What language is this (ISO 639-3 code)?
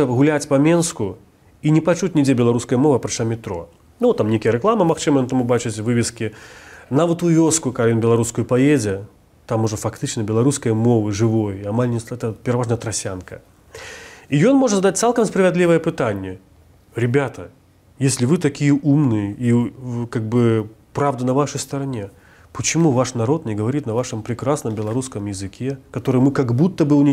bel